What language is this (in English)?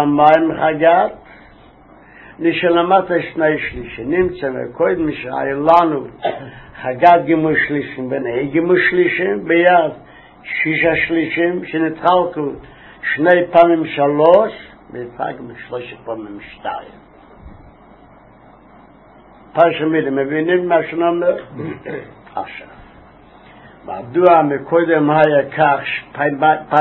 Hebrew